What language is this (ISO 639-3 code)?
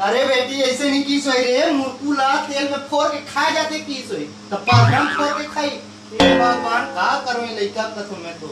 hne